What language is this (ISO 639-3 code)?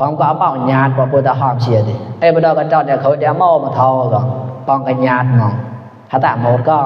mnw